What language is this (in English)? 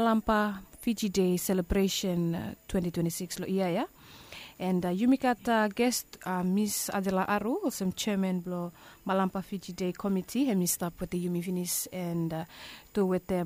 Bislama